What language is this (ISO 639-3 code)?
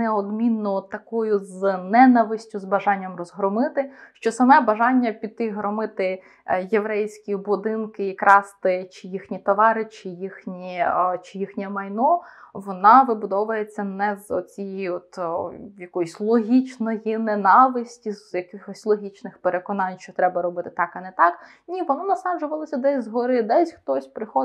ukr